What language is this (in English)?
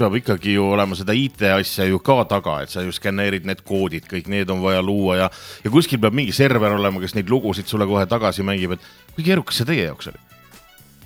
Estonian